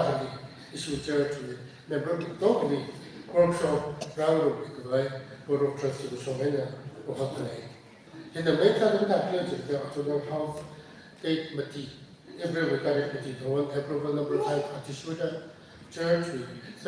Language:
Tangkhul Naga (India)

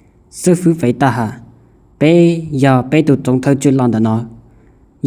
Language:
Hmong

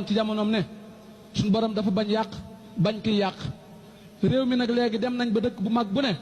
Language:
Wolof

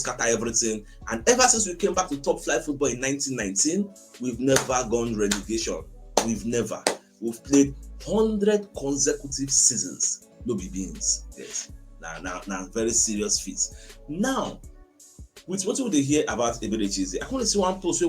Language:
Nigerian Pidgin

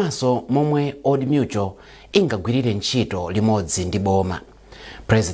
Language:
Nyanja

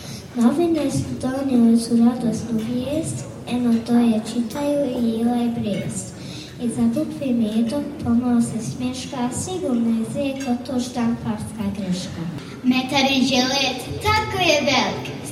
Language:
Bosnian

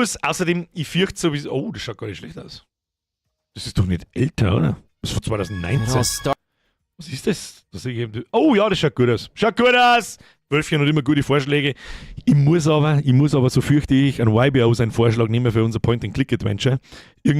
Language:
Bavarian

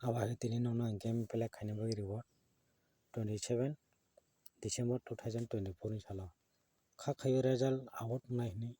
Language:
Kok Borok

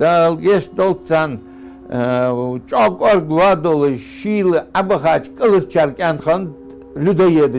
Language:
Ingush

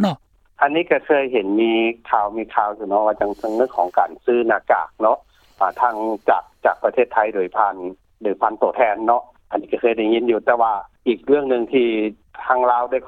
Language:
Lao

